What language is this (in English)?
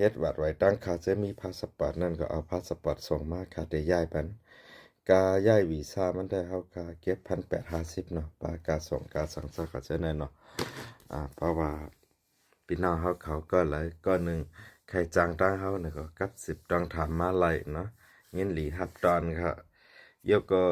Shan